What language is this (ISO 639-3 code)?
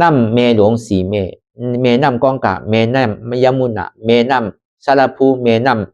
shn